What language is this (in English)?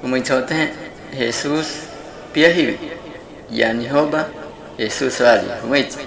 Guahibo